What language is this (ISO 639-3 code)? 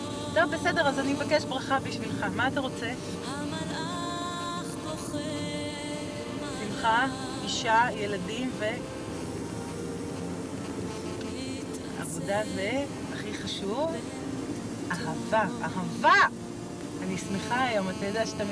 heb